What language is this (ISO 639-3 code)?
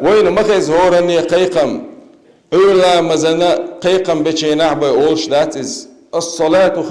che